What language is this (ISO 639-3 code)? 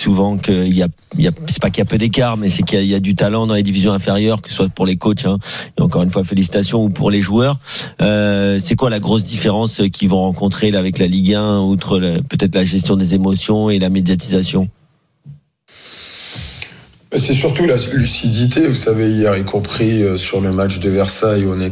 fra